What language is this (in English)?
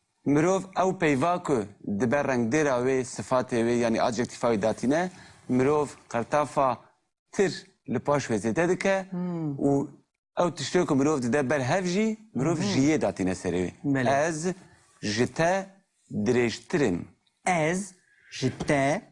Kurdish